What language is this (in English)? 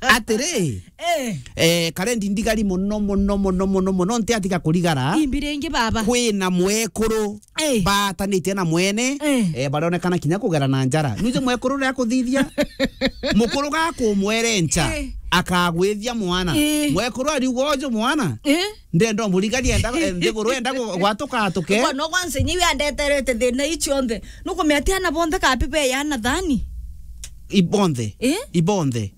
Meru